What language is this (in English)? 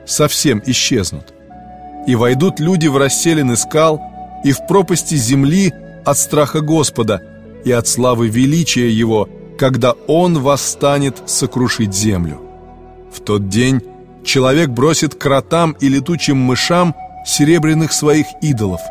Russian